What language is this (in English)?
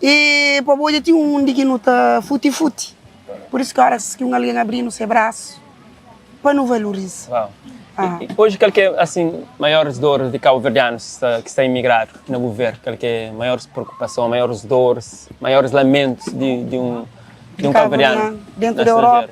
Kabuverdianu